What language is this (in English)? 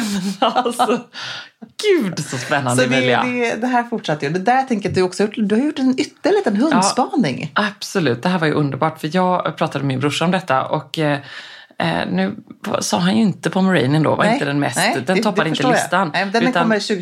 Swedish